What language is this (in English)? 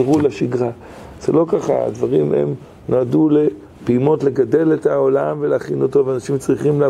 Hebrew